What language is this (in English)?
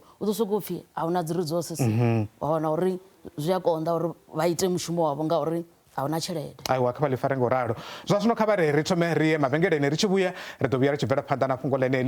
Venda